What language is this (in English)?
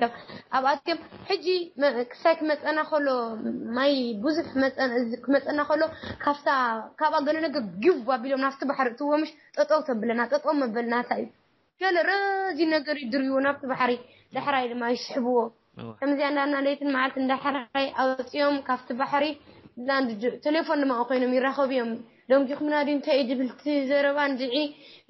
Tigrinya